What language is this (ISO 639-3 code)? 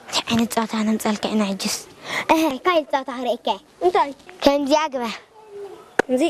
tir